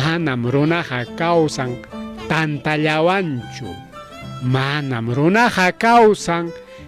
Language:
Ayacucho Quechua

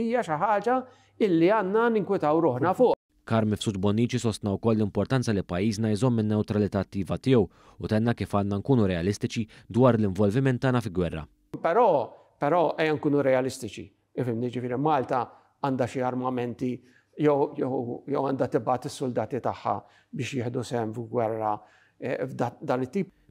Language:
Maltese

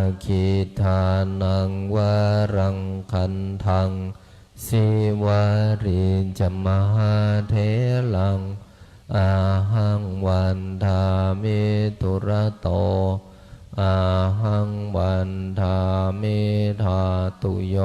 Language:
Pali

